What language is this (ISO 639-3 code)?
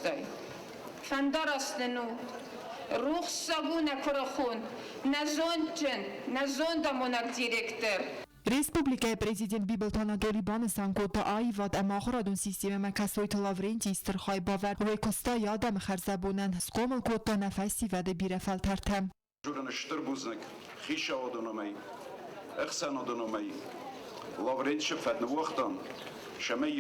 oss